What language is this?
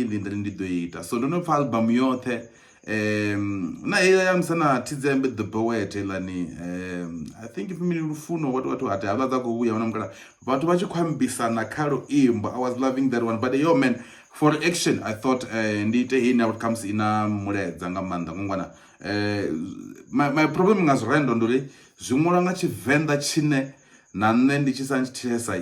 Venda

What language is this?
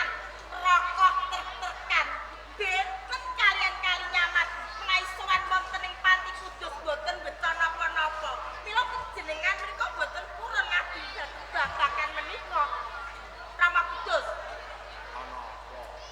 Javanese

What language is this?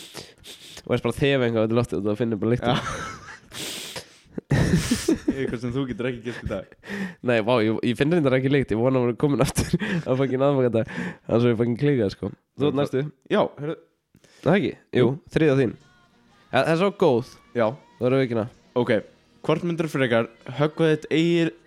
Icelandic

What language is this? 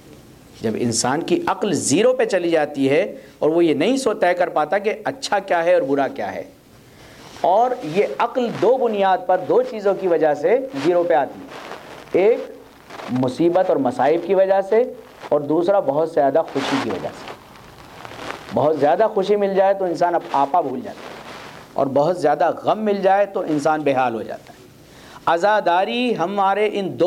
Urdu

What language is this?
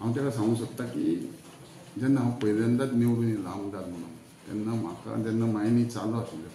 Konkani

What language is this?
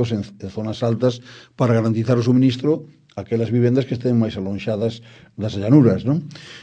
Galician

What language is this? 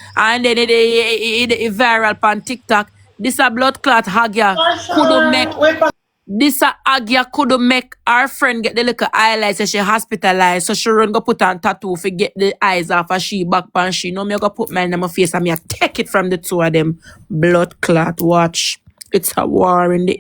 Jamaican Creole English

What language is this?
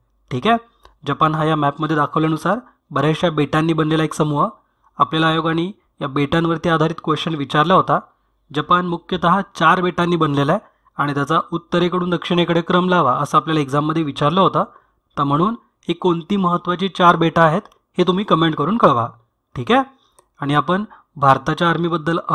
Marathi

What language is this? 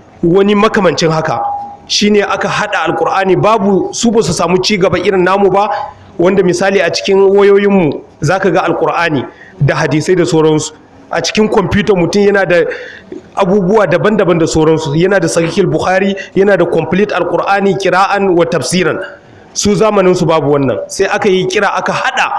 Hausa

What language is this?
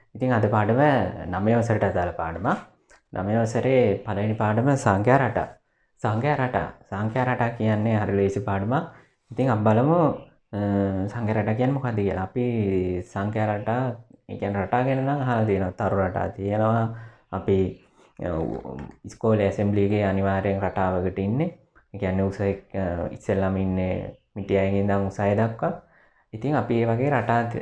Sinhala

